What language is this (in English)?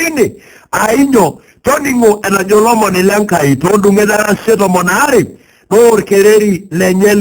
Masai